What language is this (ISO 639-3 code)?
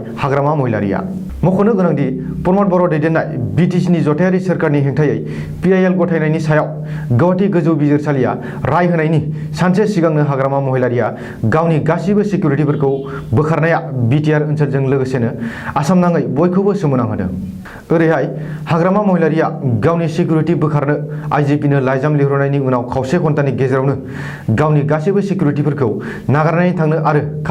brx